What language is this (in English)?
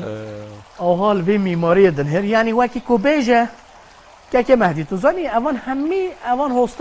Kurdish